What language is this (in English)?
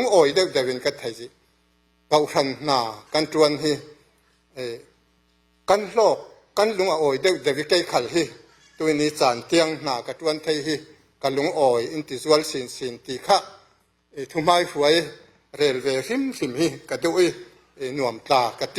Falam Chin